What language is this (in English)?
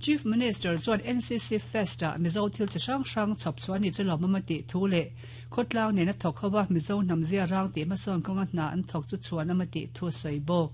Mizo